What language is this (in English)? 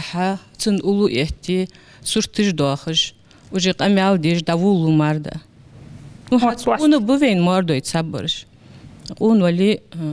Ingush